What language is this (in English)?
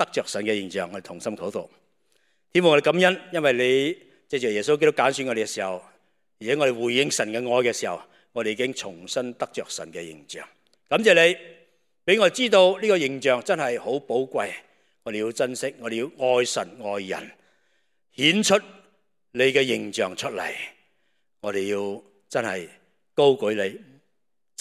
Cantonese